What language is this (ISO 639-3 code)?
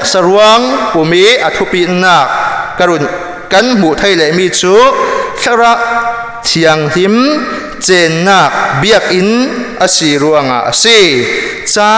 cfm